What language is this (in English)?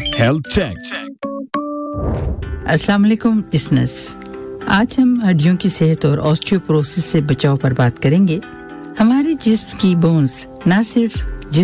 Urdu